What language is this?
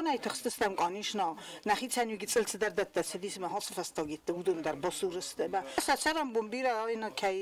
Ossetic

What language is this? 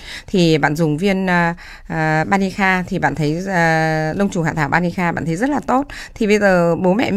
Vietnamese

